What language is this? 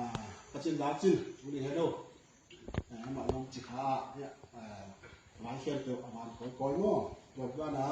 Tedim Chin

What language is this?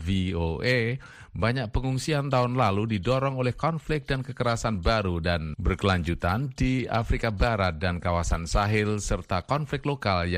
Indonesian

